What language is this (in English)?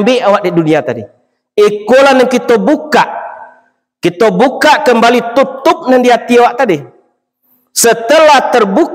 Minangkabau